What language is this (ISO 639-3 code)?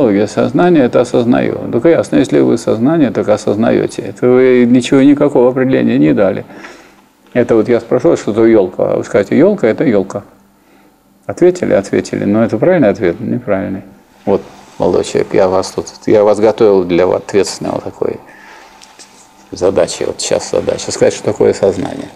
rus